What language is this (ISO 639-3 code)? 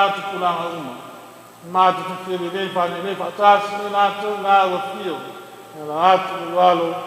smo